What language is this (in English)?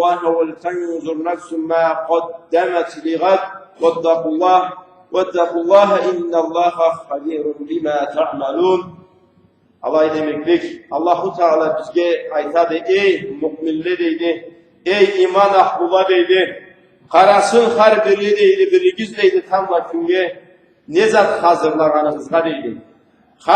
Karachay-Balkar